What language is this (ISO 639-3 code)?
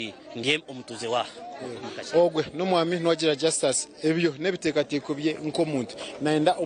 nyn